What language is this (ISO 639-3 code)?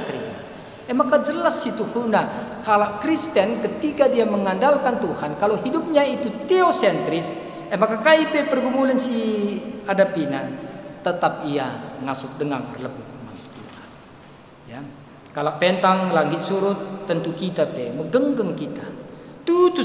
btx